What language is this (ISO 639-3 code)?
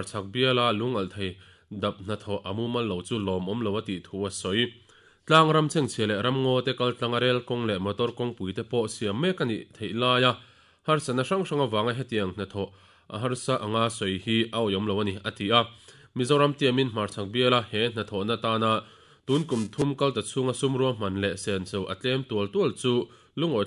lus